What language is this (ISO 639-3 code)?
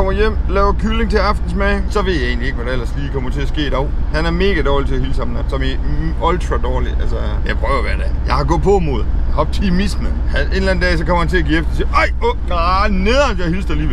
dan